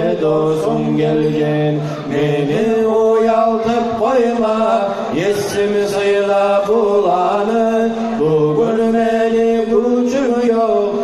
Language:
Kumyk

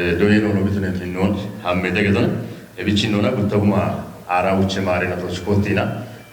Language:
Kafa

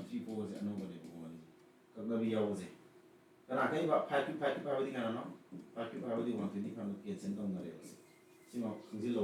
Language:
Manipuri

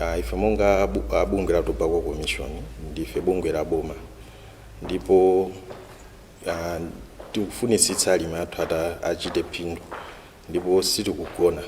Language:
Nyanja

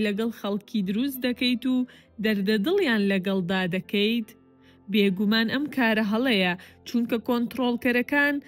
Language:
Central Kurdish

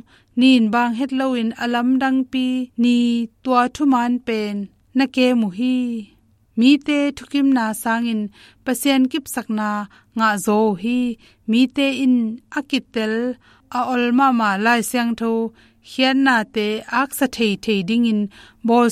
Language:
Tedim Chin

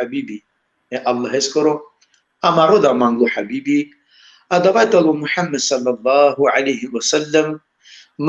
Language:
Balkan Romani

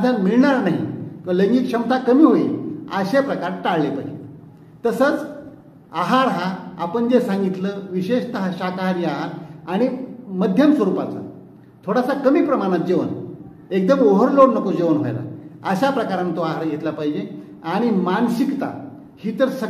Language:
Marathi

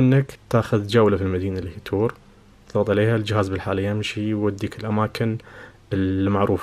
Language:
Najdi Arabic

